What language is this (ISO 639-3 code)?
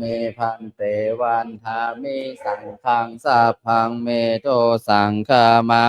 pli